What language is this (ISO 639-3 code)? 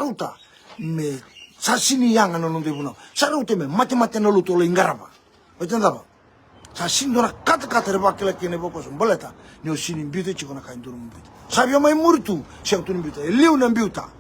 fij